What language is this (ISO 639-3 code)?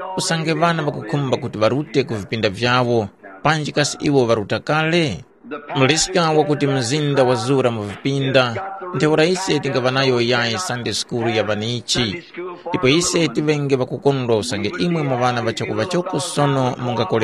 tum